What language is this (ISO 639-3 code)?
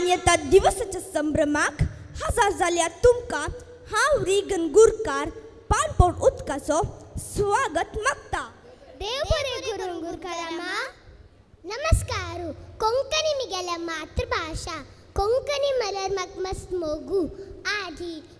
kok